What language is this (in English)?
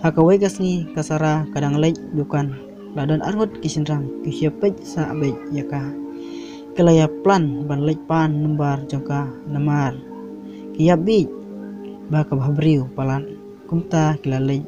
Khasi